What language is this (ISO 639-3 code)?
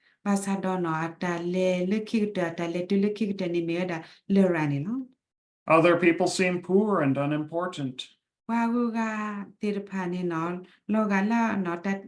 ksw